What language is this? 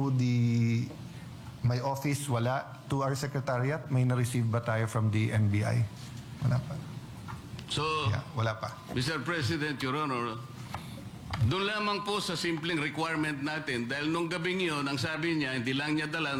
Filipino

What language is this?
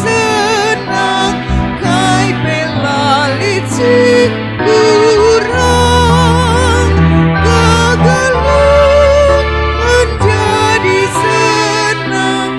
Batak Karo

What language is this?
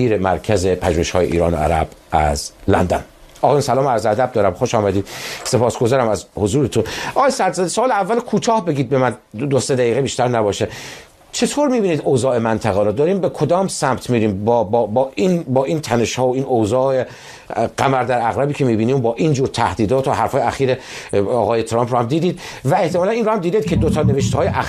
Persian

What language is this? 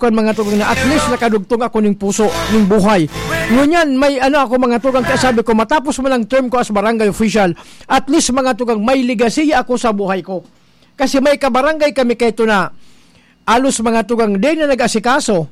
Bikol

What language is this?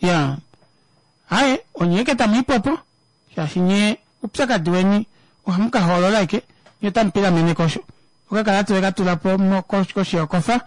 Kuanyama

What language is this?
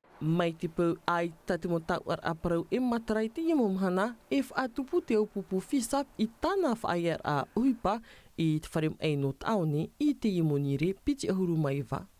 Tahitian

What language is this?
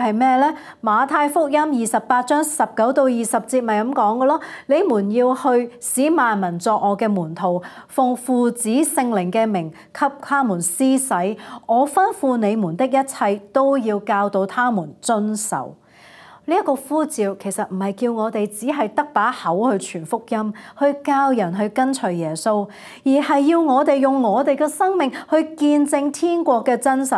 Cantonese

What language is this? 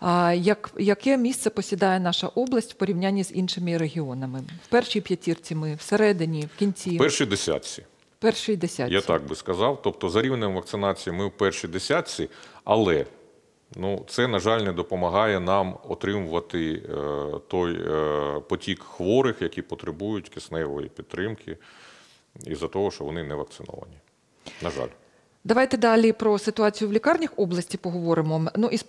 Ukrainian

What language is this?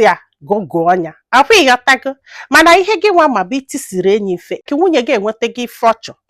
Igbo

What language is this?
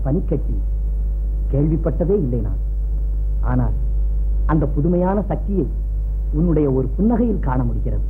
Tamil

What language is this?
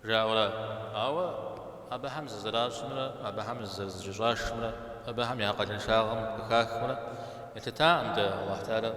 Kabardian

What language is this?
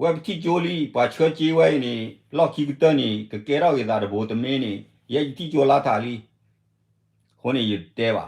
S'gaw Karen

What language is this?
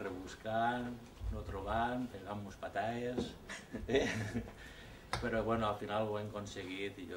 Catalan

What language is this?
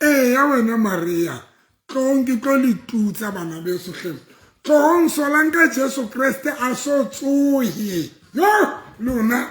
Southern Sotho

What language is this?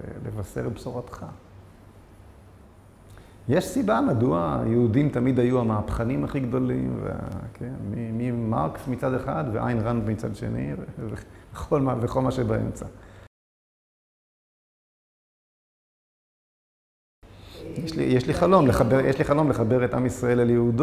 Hebrew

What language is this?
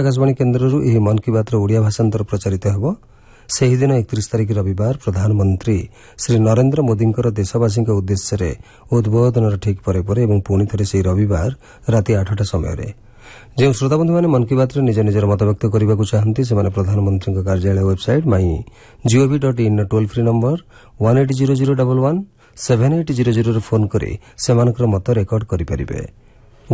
Odia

